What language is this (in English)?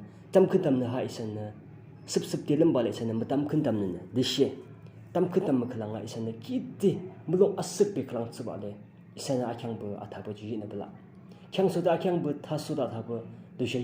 Yimchungru Naga